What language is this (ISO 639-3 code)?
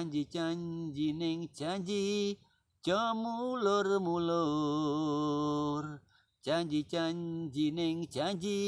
jav